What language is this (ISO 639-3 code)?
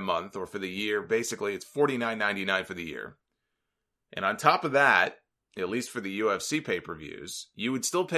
eng